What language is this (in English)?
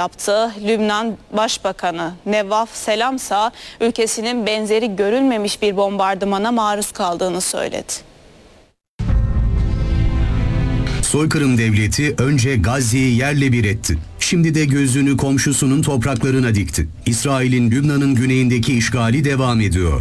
Turkish